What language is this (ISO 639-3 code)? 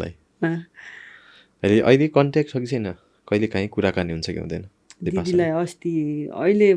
nep